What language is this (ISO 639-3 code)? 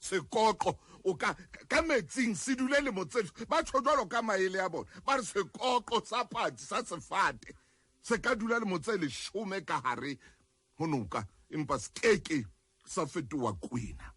sot